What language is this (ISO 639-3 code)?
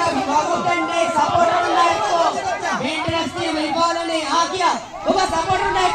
div